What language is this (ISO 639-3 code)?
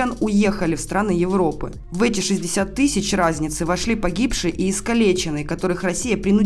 rus